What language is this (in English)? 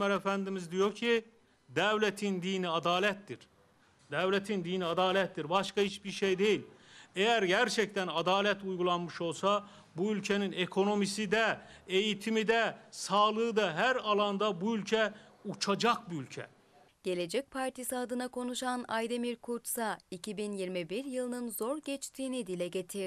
Turkish